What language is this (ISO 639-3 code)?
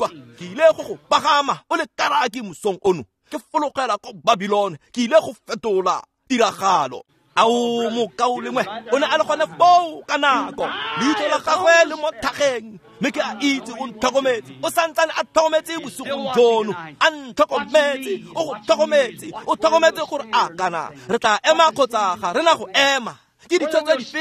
tsn